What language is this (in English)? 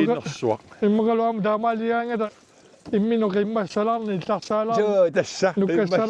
Kalaallisut